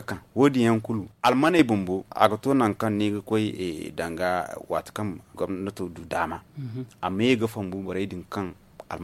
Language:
Zarma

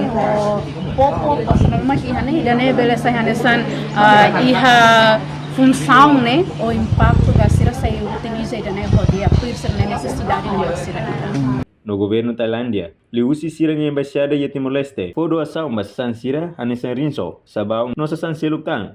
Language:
Tetum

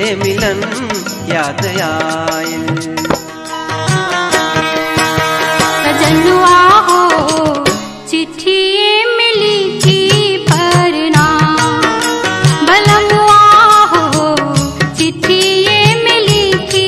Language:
Bhojpuri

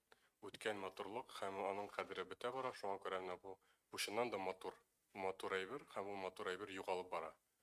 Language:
Tatar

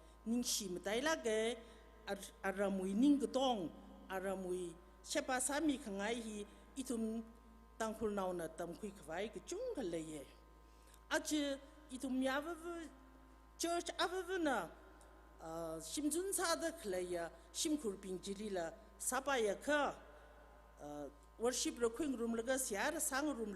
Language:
Tangkhul Naga (India)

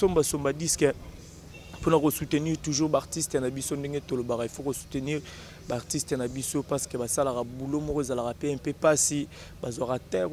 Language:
Lingala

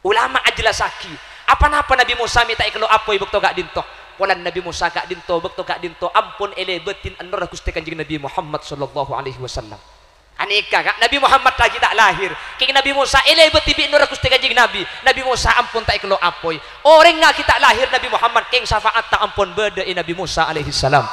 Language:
Madurese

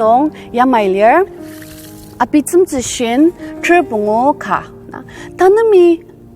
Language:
Ao Naga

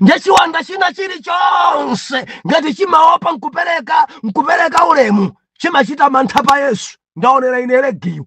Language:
Nyanja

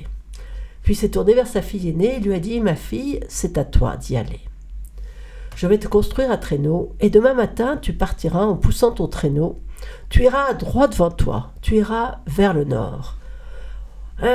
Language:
French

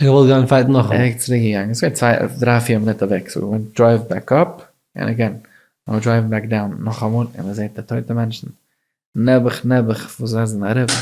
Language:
Yiddish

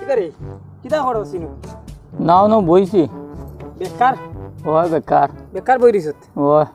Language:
Sylheti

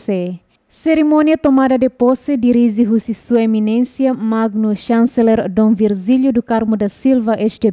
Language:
Tetum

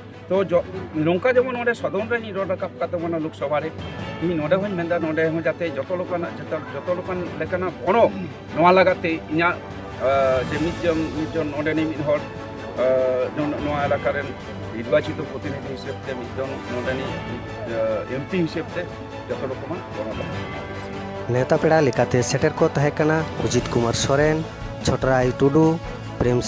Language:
Santali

